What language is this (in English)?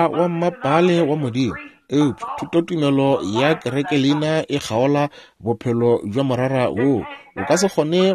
Northern Sotho